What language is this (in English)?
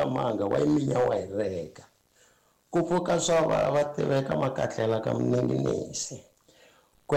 Tsonga